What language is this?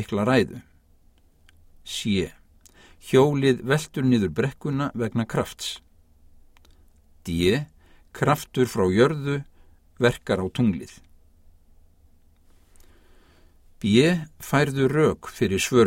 Icelandic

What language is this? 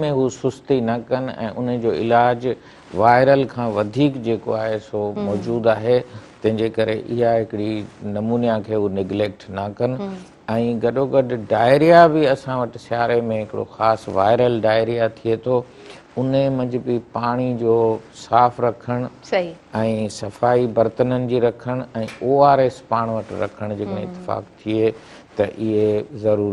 Sindhi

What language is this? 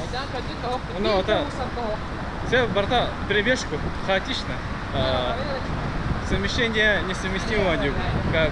Yakut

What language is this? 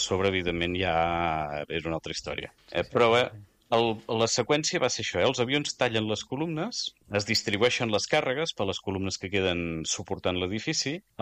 Catalan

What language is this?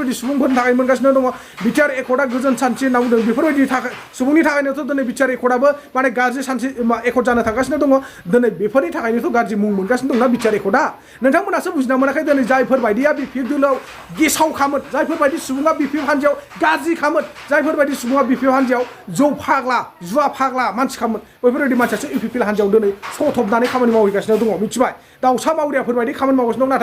Bodo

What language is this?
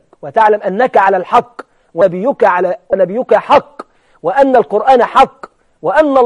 Egyptian Arabic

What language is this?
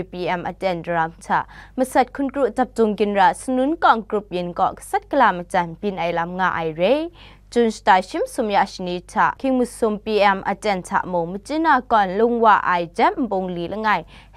Kachin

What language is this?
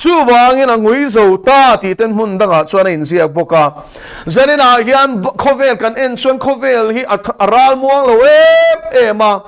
Mizo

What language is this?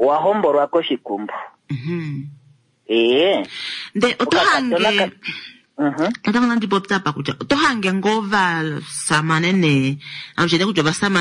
Kuanyama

